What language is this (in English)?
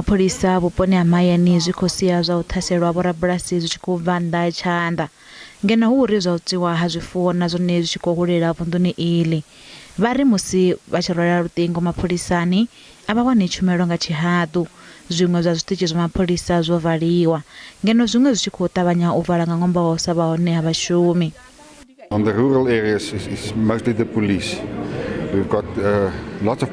Venda